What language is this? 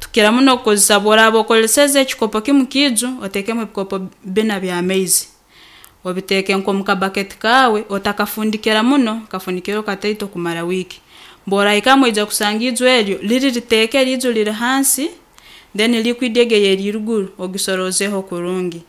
Nyankole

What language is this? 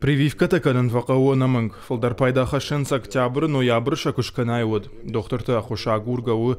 Ossetic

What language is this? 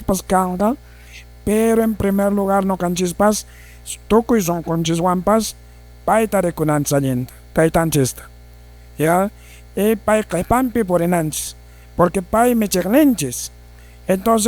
Quechua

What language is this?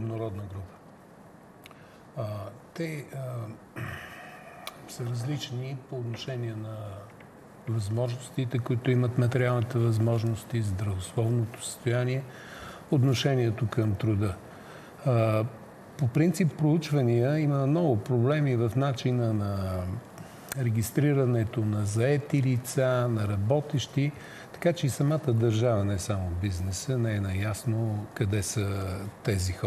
Bulgarian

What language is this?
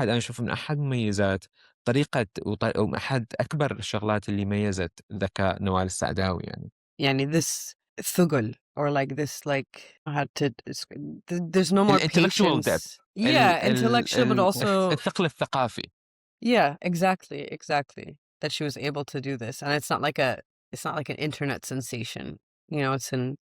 Mesopotamian Arabic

